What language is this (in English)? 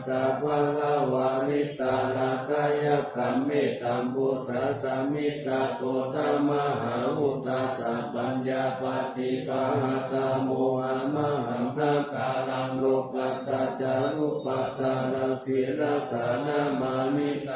Pali